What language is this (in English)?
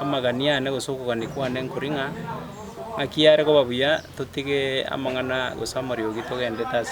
Gusii